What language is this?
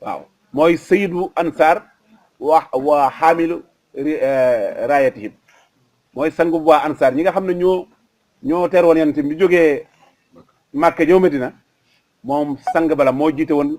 Wolof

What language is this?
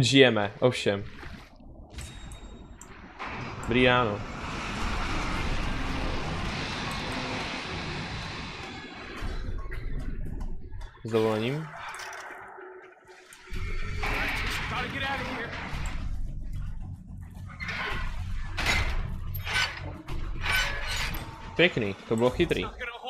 Czech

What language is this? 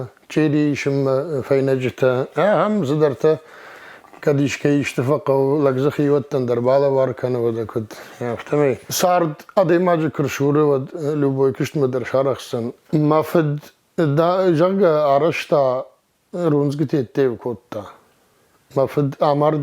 Ossetic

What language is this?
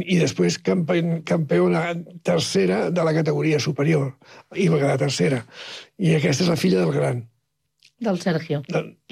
Catalan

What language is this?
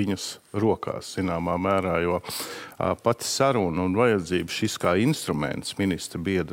Latvian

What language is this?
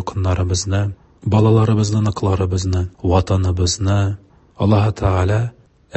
Tatar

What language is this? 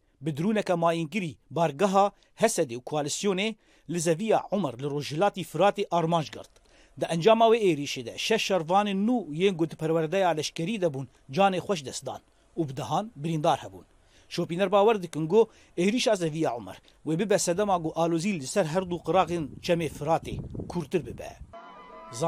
Kurdish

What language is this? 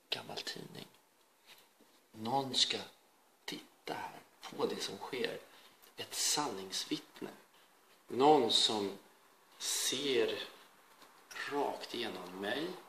Swedish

